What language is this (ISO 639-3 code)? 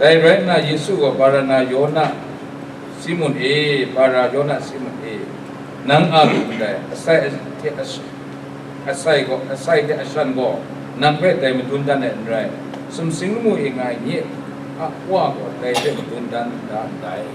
kac